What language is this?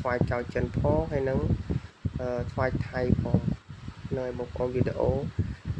Khmer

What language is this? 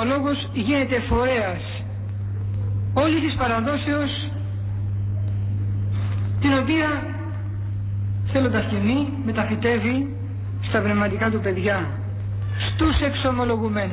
Greek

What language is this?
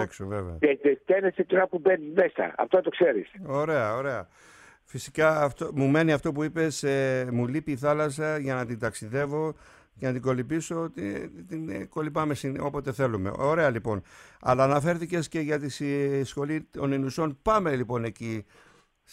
Greek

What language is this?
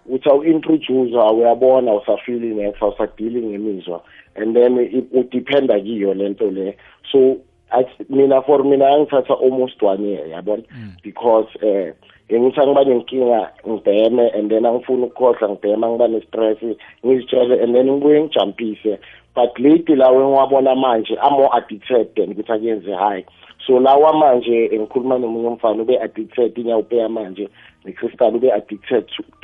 South Ndebele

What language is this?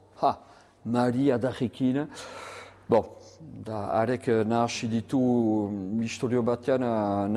Basque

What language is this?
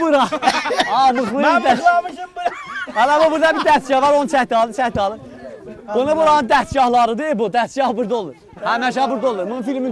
South Azerbaijani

